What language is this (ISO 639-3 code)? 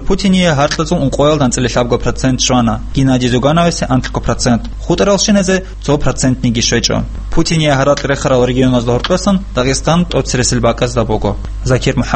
ava